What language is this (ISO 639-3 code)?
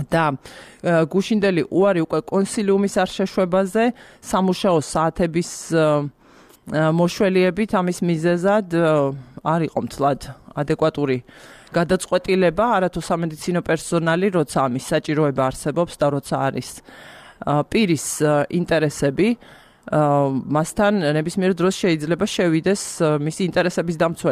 kat